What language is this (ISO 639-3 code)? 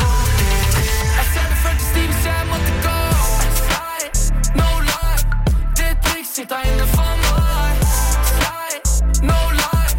nor